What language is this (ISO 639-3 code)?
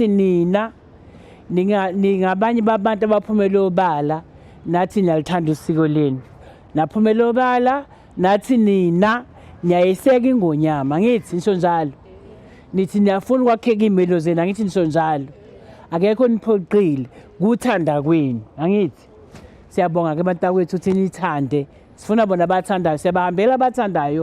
zul